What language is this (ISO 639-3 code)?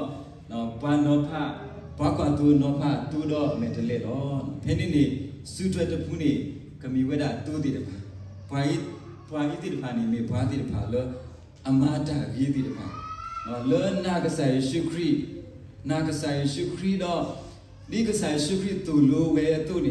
ksw